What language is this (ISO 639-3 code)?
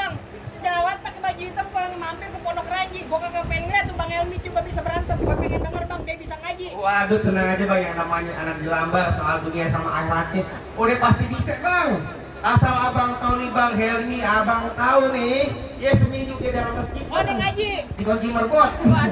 bew